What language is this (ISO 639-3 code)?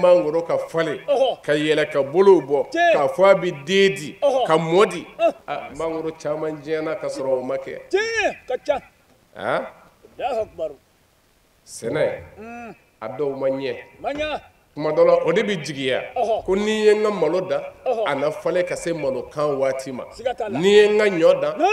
bam